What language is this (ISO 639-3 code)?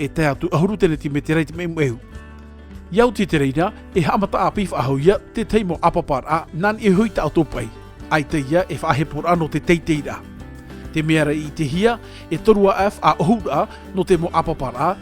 tah